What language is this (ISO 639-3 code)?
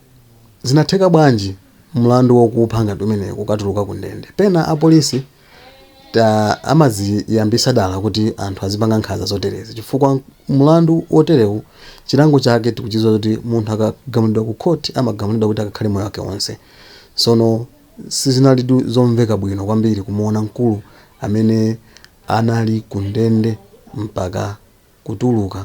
nya